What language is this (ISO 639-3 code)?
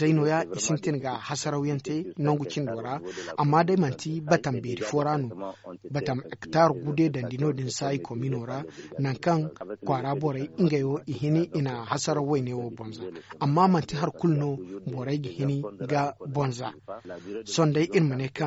dje